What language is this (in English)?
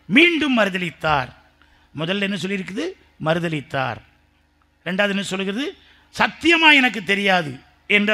Tamil